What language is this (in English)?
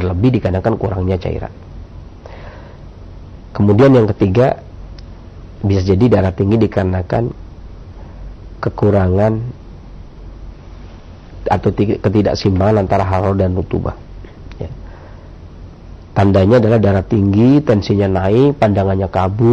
Indonesian